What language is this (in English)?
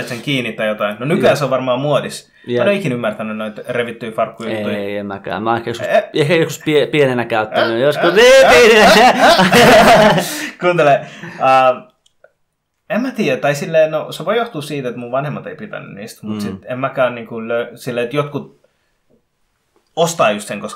Finnish